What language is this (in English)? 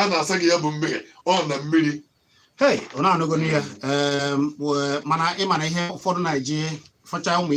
Igbo